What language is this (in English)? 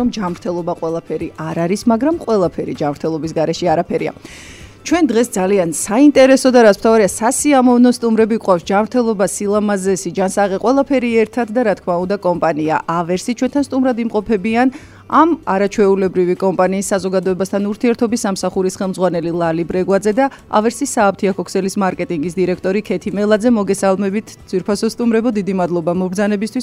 Georgian